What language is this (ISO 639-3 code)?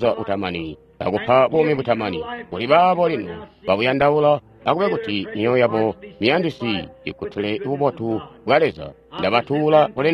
toi